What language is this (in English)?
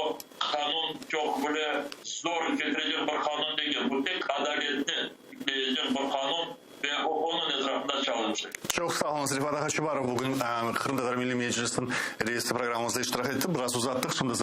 Crimean Tatar